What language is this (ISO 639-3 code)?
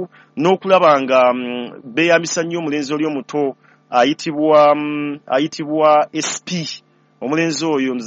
lug